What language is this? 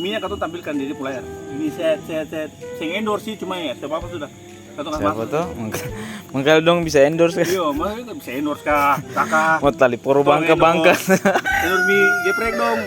Ambonese Malay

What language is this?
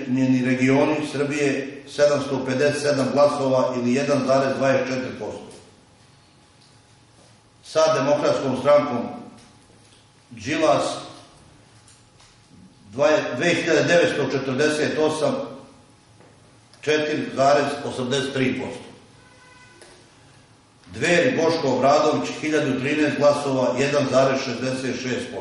Serbian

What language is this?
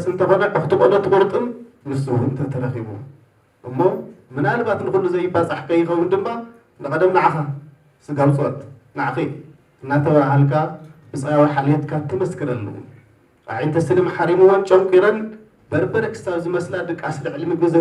Tigrinya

